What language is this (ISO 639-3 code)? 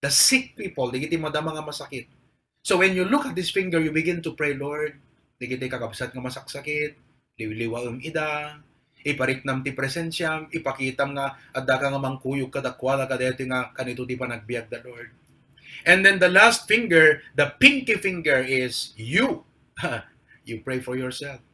ilo